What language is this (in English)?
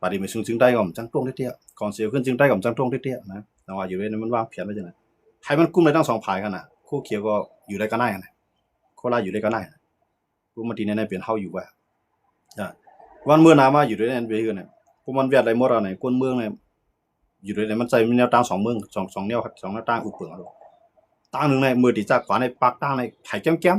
Shan